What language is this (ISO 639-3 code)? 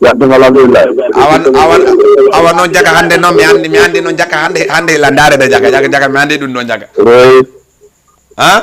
ful